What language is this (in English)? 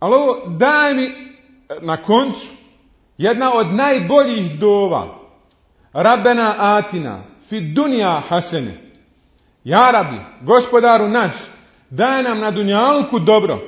Bosnian